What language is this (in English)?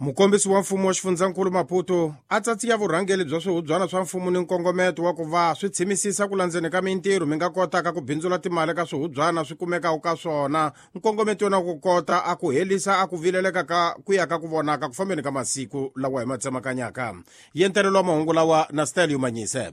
Tsonga